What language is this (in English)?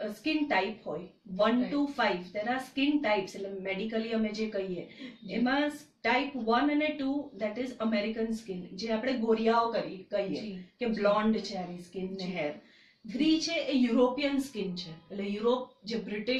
Gujarati